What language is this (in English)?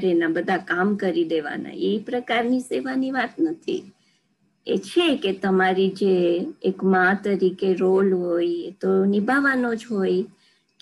Gujarati